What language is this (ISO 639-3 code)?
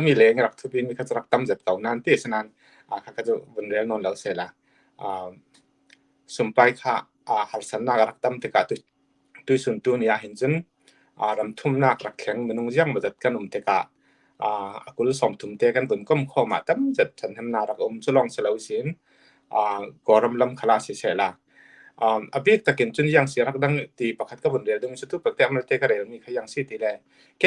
cfm